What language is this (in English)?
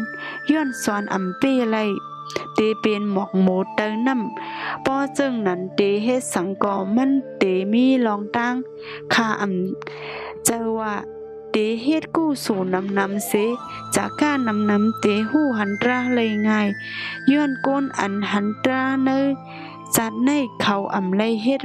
Shan